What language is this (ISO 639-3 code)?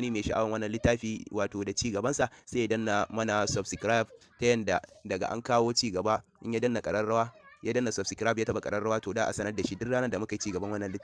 hau